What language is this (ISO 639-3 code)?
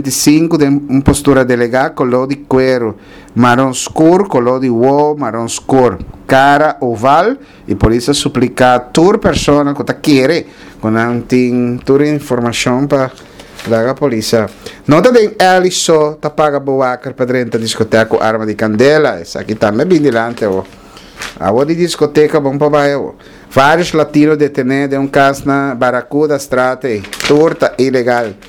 pap